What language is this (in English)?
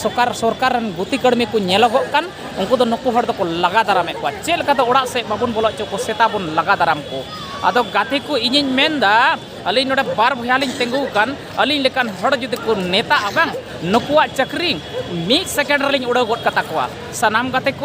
Santali